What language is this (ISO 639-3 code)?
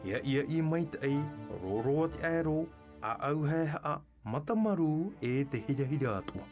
tah